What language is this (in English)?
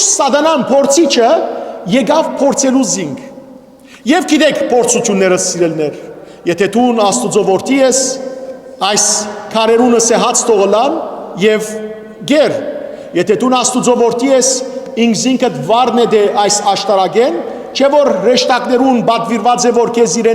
Western Armenian